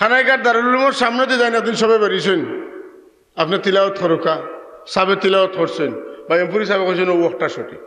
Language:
Sylheti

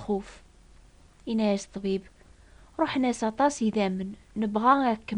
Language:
Kabyle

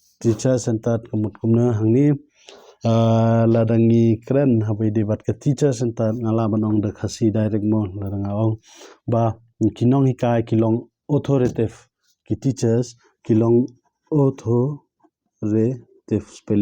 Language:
Khasi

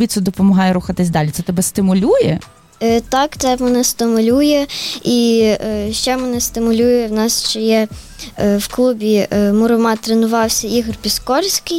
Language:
Ukrainian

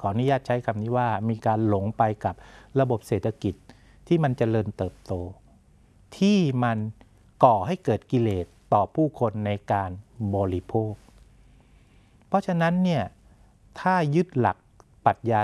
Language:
Thai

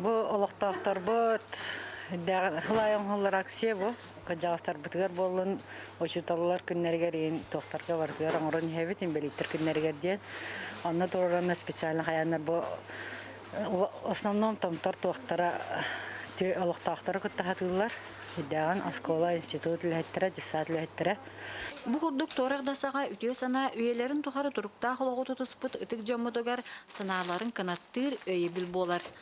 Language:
Yakut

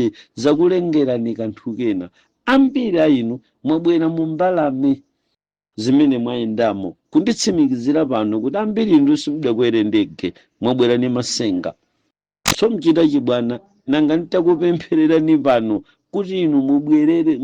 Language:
Nyanja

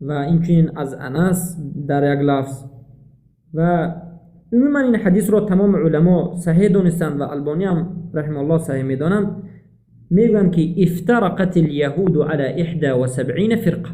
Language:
Tajik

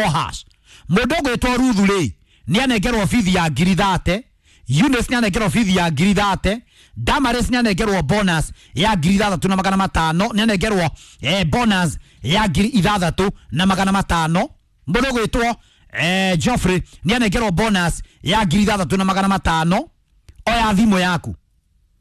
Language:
Kikuyu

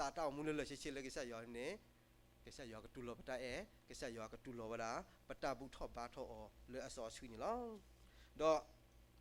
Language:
S'gaw Karen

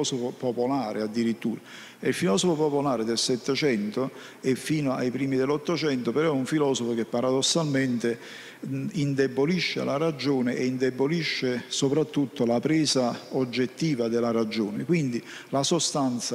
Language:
Italian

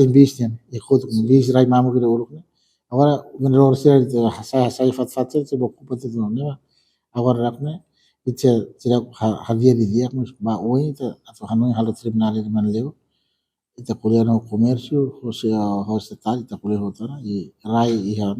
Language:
Tetum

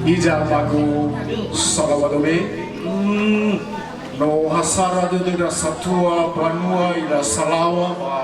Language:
Nias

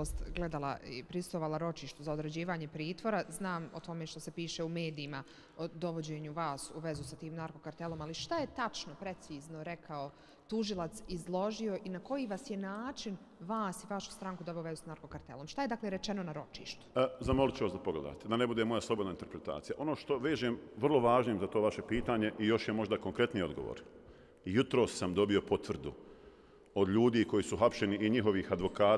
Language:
Bosnian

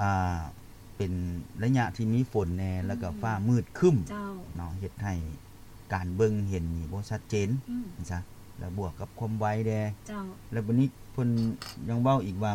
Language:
Lao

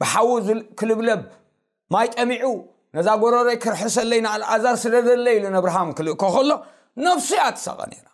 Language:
Tigrinya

